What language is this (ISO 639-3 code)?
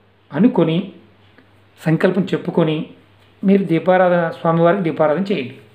tel